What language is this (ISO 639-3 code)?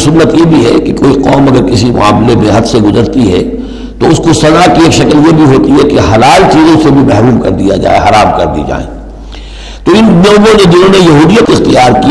urd